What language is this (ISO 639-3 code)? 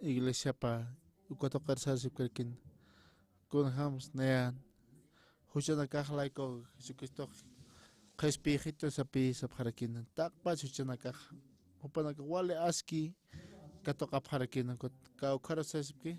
aym